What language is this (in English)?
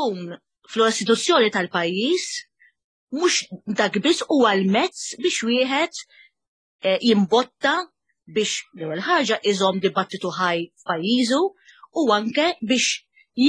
Maltese